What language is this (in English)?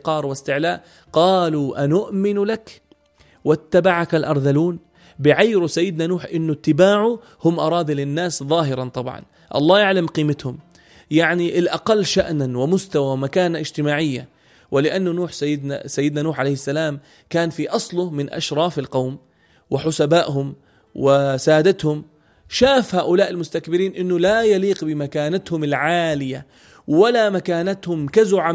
North Levantine Arabic